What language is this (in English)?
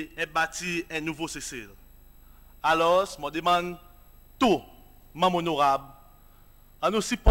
Seselwa Creole French